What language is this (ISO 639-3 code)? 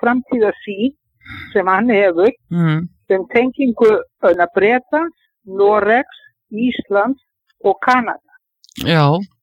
isl